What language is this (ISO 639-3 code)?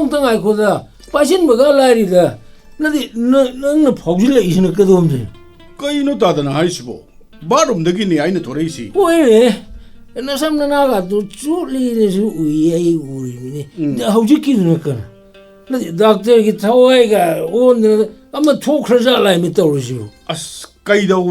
mni